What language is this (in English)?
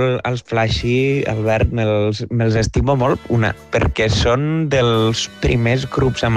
Catalan